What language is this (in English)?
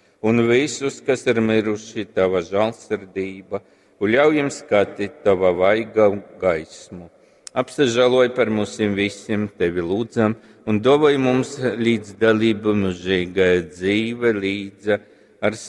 Latgalian